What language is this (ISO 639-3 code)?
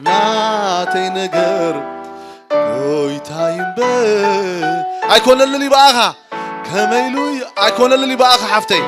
tir